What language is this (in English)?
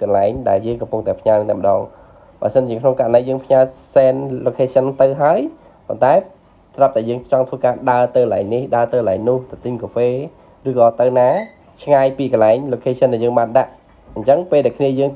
Khmer